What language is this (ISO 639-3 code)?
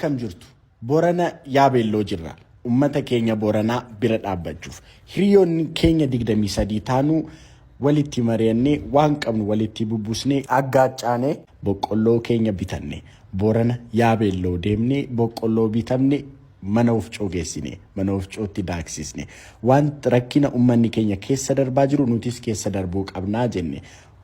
orm